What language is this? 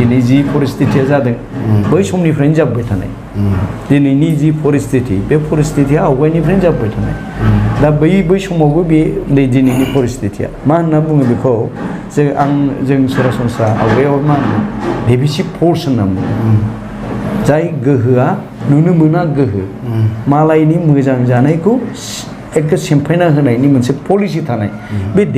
Bodo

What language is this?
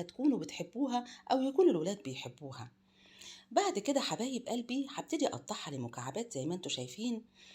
Egyptian Arabic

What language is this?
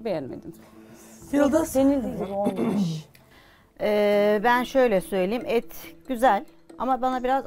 Turkish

